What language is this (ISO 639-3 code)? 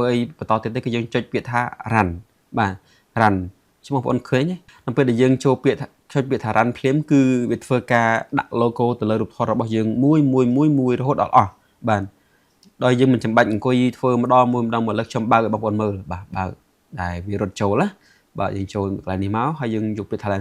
khm